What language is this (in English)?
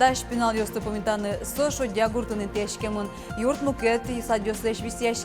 Udmurt